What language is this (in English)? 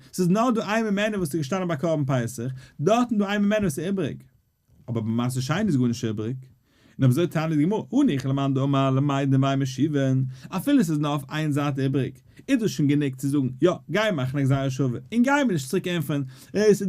Yiddish